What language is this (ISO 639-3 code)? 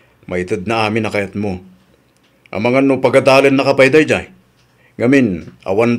ilo